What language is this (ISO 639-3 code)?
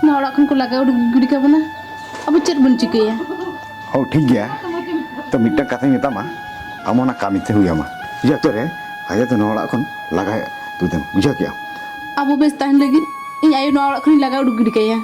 sat